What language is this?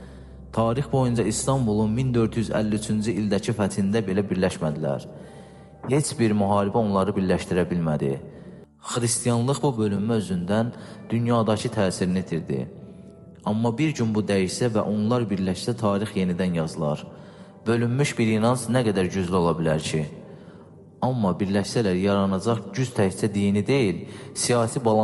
Azerbaijani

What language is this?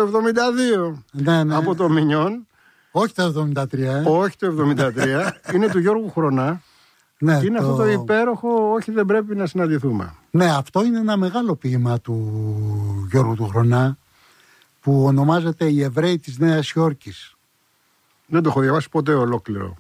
Greek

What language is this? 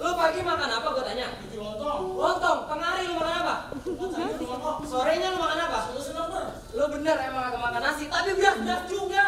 Betawi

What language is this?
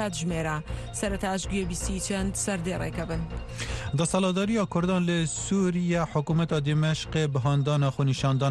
Central Kurdish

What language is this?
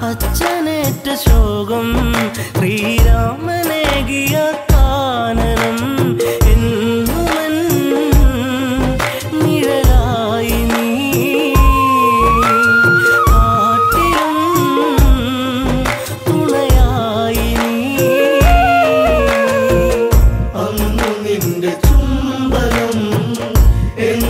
Malayalam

